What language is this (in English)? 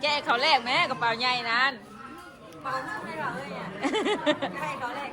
Northeastern Thai